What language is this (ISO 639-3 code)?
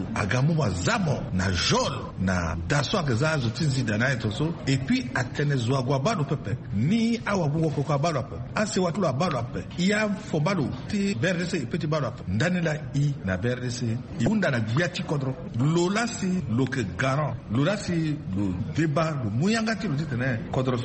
sag